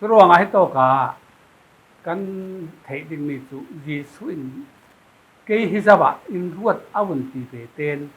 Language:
Falam Chin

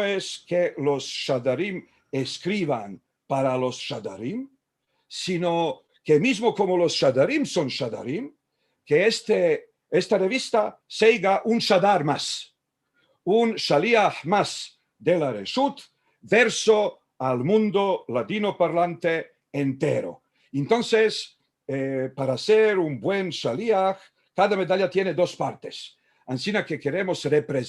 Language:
Ladino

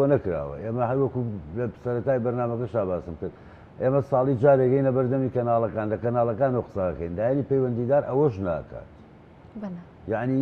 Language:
Central Kurdish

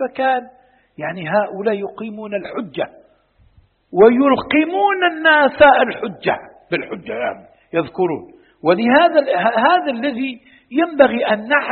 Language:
Arabic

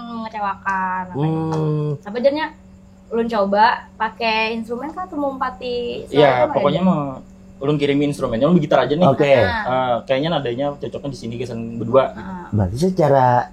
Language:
Banjar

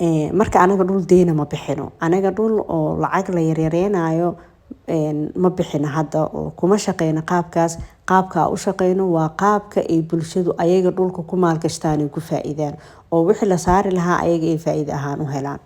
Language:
Somali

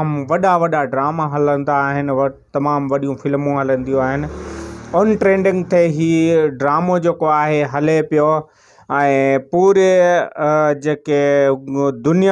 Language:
Sindhi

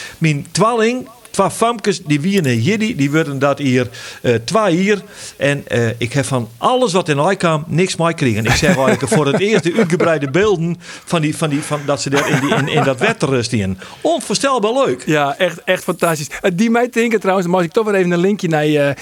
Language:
Western Frisian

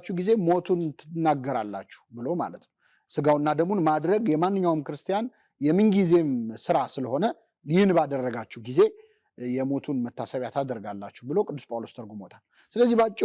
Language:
Amharic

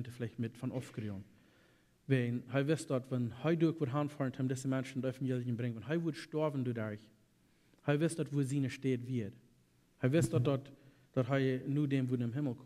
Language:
Plautdietsch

